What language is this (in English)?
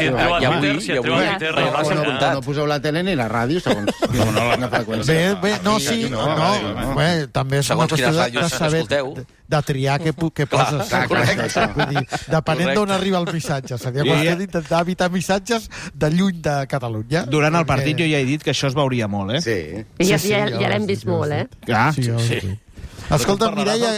Catalan